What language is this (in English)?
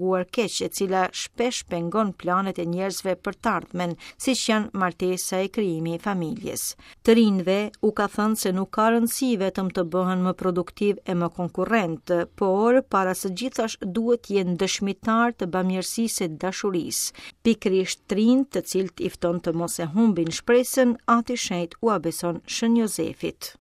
Albanian